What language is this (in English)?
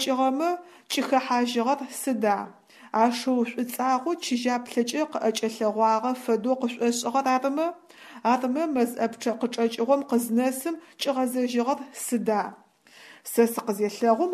Adyghe